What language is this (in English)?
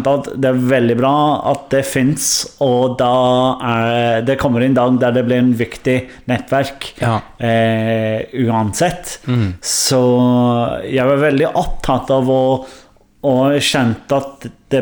Norwegian